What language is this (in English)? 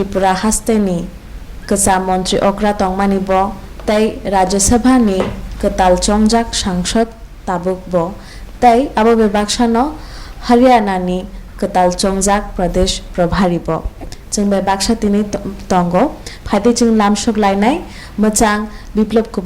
Kok Borok